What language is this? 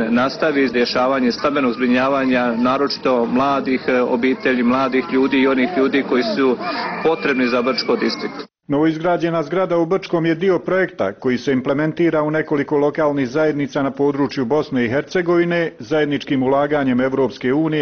Bosnian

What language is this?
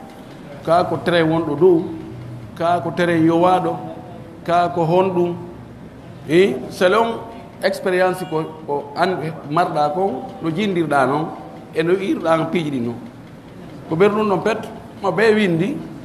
Fula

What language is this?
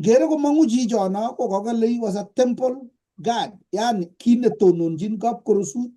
Kalenjin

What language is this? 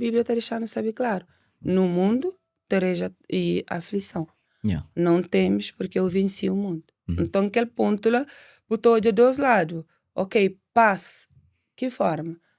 Kabuverdianu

